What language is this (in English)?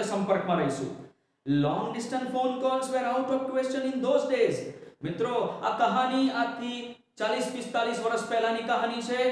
Gujarati